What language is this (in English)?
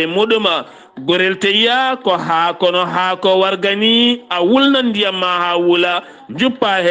Fula